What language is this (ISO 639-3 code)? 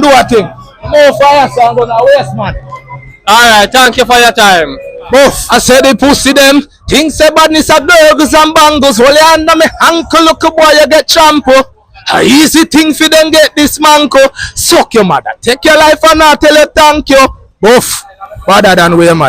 jam